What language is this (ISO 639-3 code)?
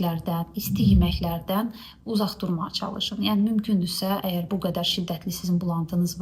aze